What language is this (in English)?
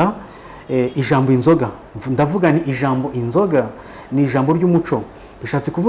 Kinyarwanda